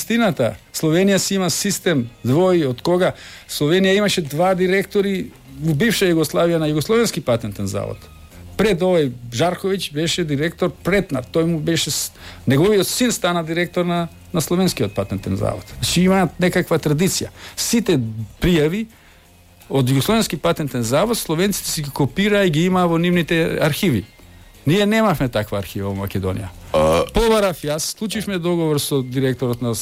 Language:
Macedonian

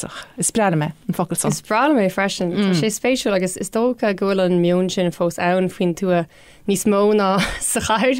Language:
Irish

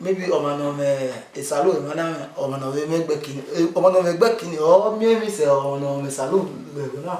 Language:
Bini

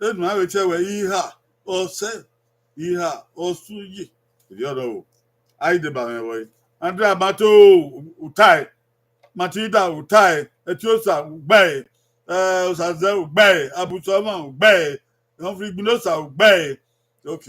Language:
Bini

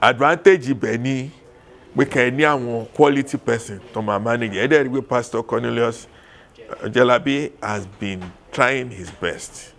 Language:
Yoruba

